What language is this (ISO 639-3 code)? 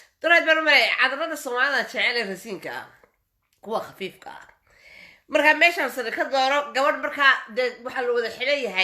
som